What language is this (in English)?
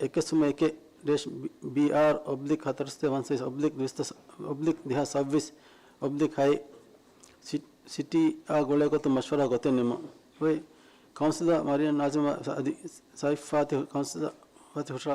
Divehi